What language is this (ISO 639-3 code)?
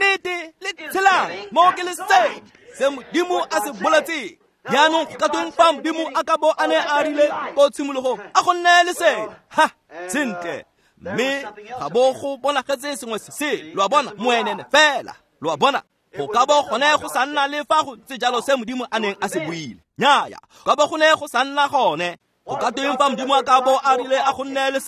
tsn